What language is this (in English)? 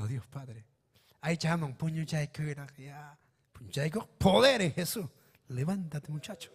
Ayacucho Quechua